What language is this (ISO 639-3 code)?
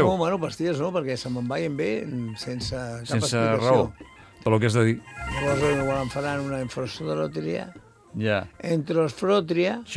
cat